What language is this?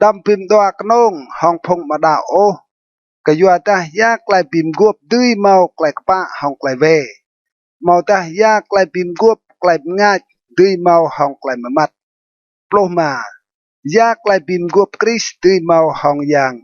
Rade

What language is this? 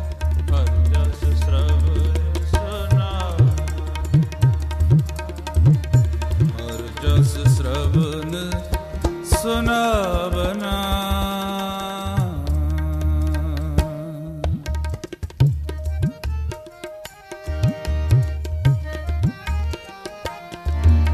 Punjabi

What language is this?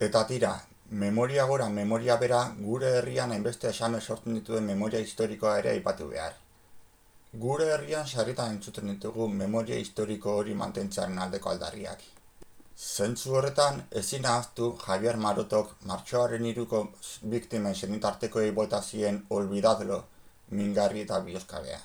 Basque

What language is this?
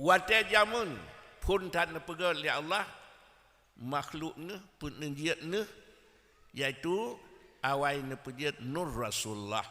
Achinese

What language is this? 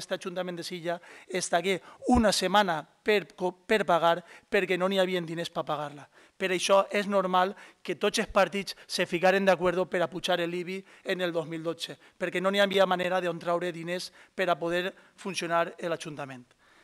Catalan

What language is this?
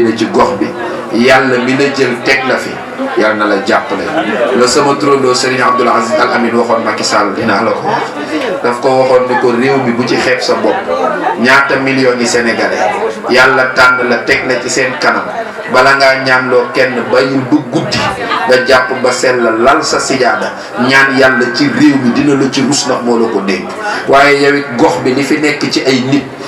Wolof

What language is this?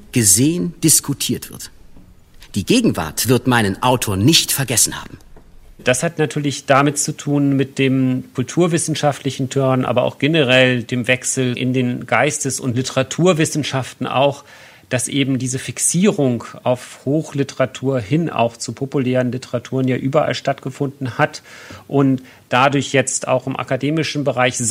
German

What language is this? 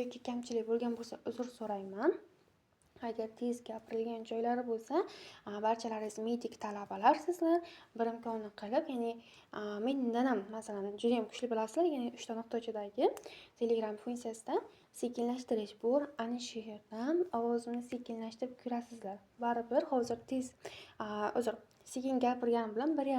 Uzbek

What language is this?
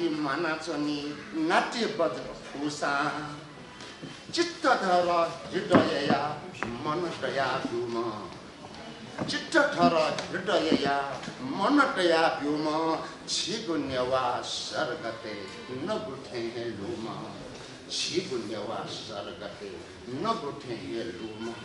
Newari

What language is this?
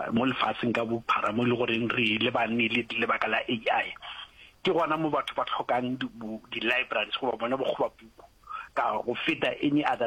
Northern Sotho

